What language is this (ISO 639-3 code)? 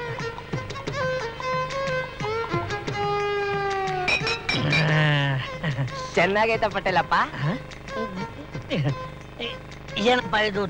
kan